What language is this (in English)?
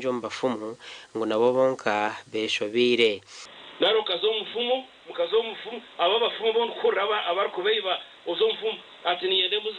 Nyankole